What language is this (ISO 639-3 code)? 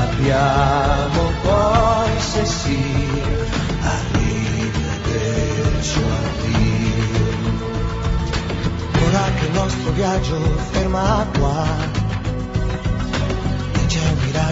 ita